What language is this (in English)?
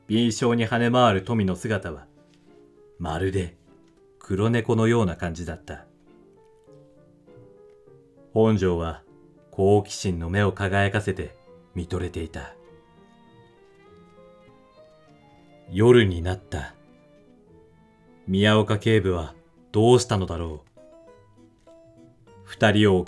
Japanese